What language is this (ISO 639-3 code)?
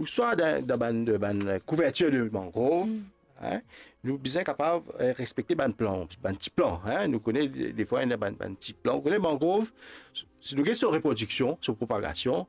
mfe